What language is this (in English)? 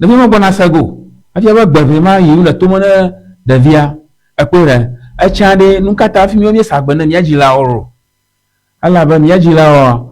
Ewe